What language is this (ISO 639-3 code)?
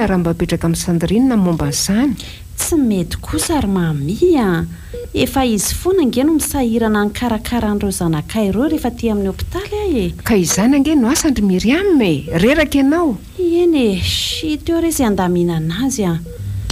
mlg